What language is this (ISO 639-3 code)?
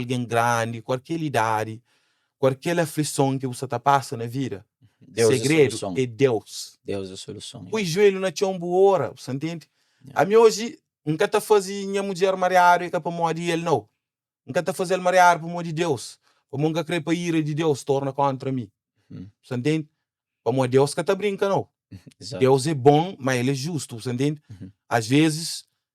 kea